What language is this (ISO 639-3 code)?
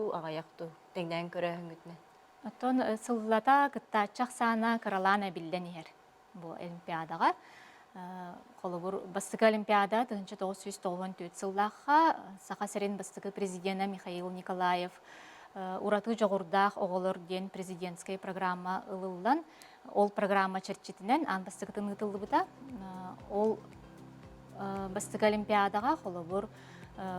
sah